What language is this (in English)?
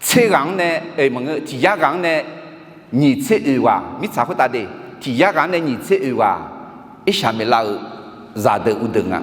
Akha